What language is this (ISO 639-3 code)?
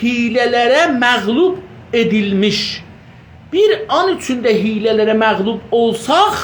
azb